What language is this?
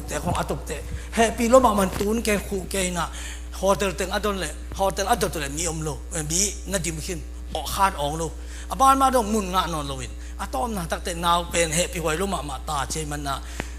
Tedim Chin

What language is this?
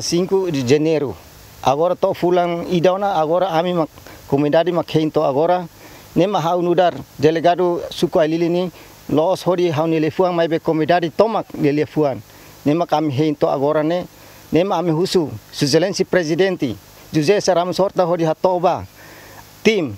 Tetum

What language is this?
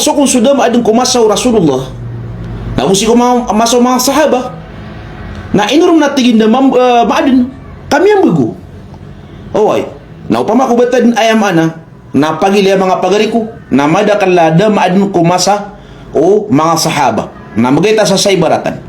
Maranao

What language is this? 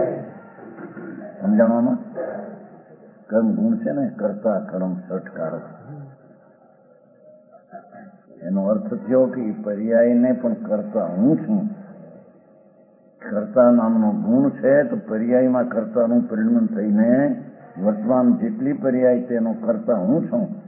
Gujarati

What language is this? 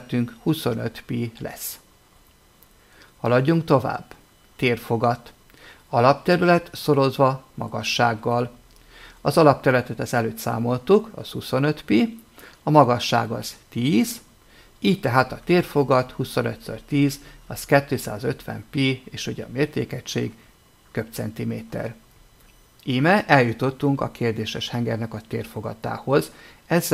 Hungarian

